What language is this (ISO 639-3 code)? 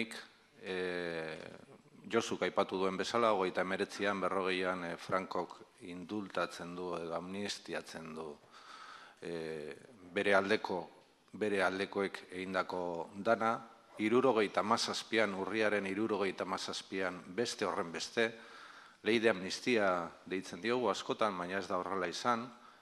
eus